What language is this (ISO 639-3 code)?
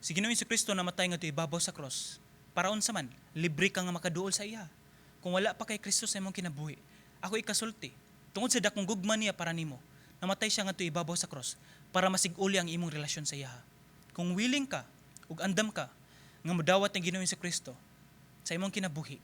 ceb